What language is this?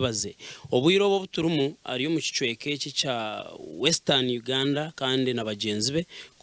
Nyankole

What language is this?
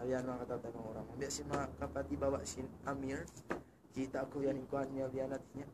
Tausug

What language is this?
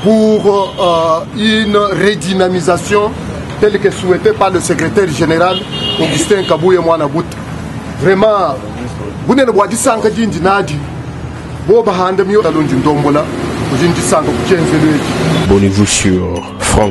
Luba-Lulua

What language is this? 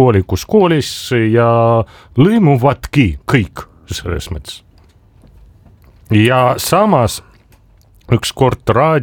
Estonian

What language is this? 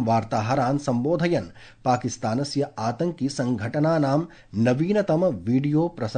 Sanskrit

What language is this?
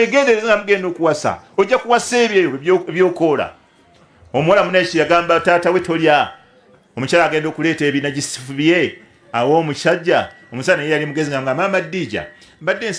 Ganda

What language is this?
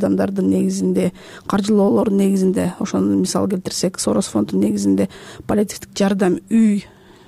Kyrgyz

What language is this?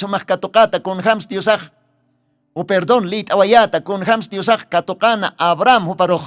Aymara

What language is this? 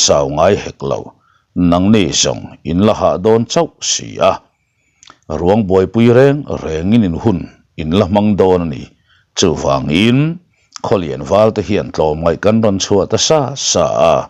Mizo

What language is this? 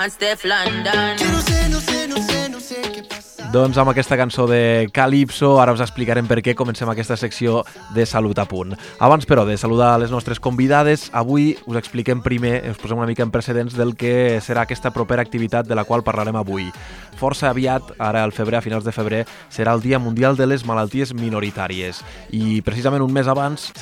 Catalan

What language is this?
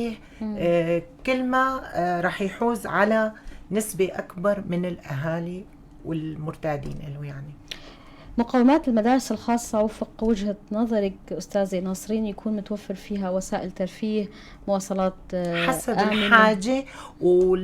North Levantine Arabic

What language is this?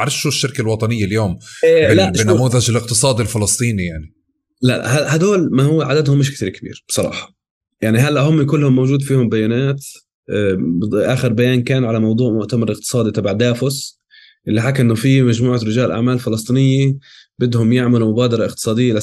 North Levantine Arabic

